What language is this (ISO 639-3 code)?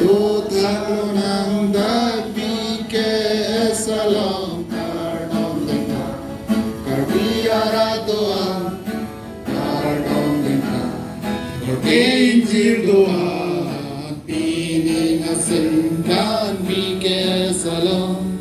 mjw